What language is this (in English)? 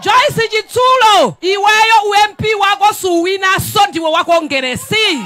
Nyanja